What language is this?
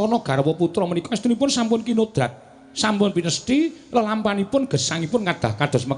Javanese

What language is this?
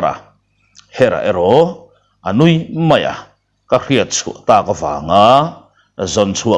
Mizo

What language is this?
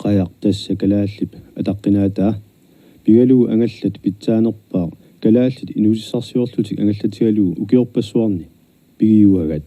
Kalaallisut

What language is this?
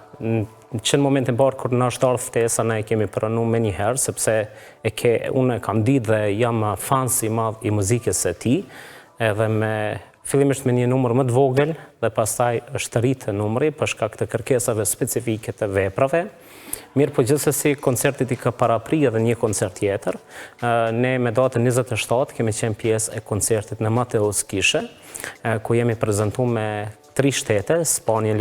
Albanian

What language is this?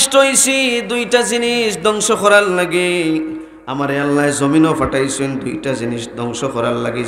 Sylheti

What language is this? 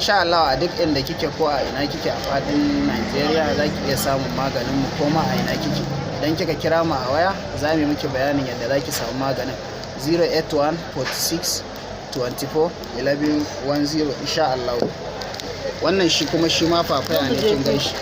Hausa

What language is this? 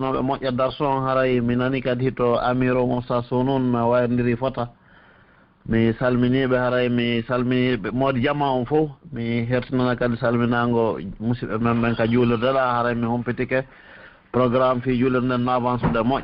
Pular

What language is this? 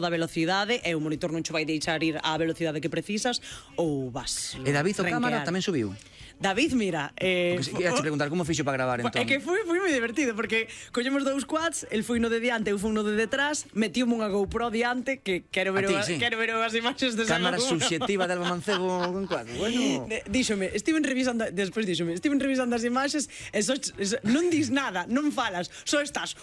Galician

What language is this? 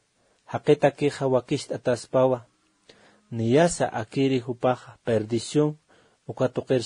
Aymara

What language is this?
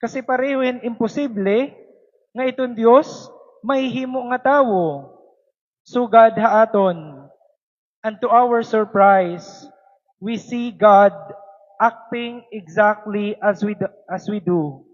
Waray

